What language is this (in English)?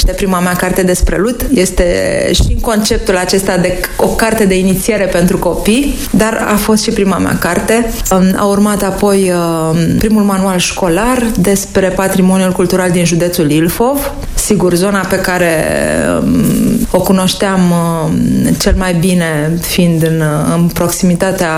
Romanian